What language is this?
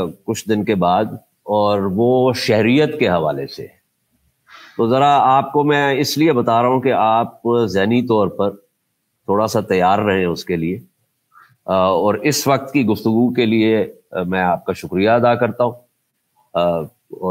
Urdu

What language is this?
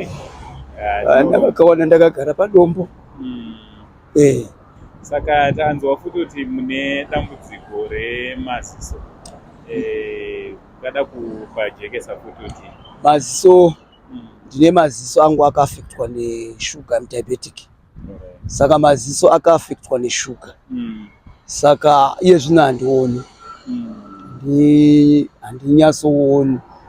Shona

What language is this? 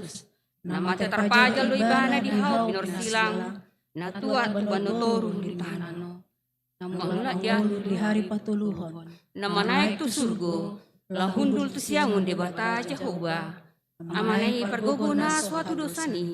Batak Toba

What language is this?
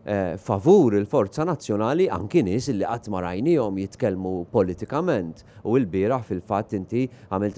Maltese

